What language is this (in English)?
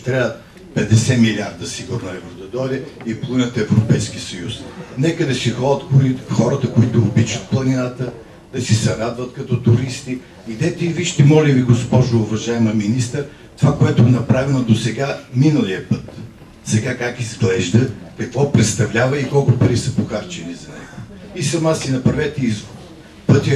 Bulgarian